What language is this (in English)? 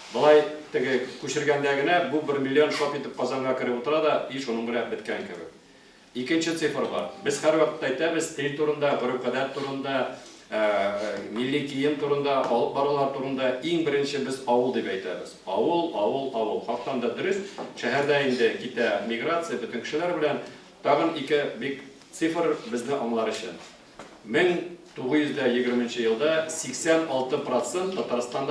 Tatar